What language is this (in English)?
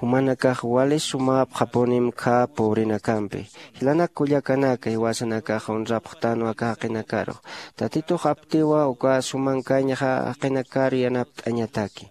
Aymara